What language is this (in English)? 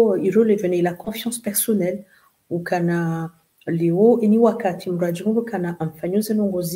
Swahili